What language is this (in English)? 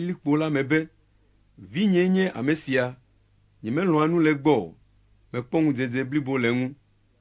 Ewe